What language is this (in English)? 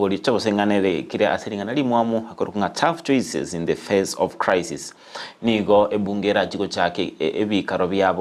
Gusii